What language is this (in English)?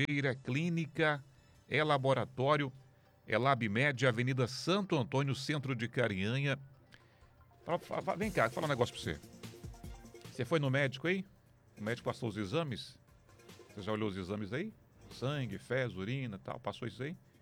Portuguese